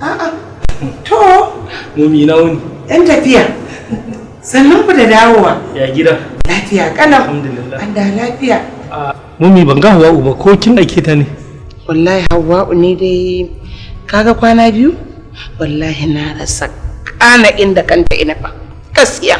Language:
Hausa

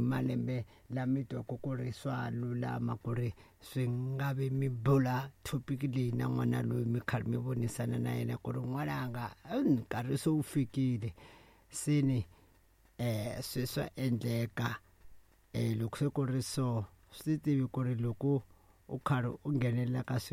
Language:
Tsonga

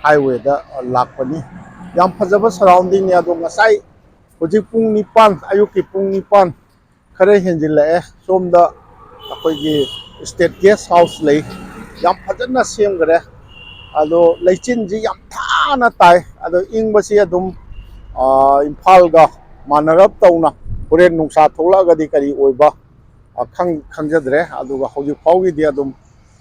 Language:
Manipuri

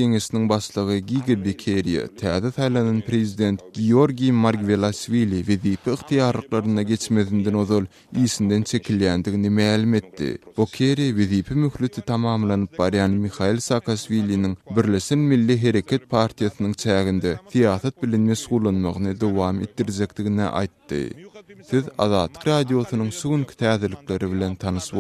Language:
Turkmen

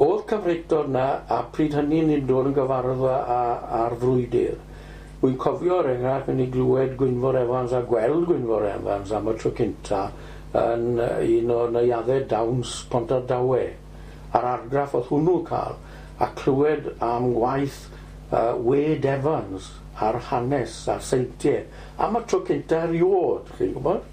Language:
Welsh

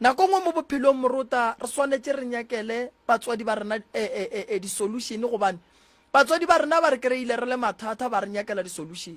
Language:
Northern Sotho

